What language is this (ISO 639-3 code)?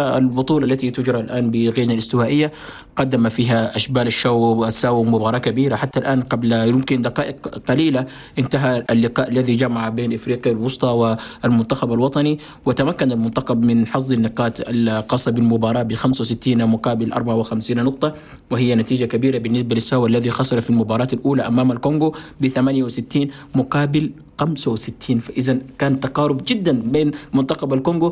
ara